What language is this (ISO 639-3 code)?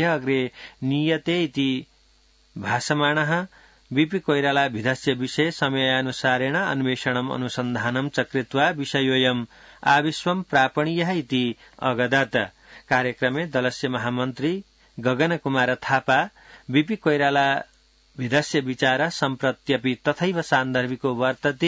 san